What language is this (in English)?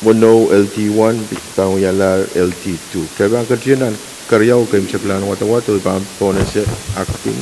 Pohnpeian